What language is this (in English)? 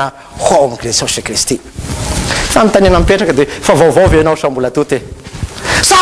Malagasy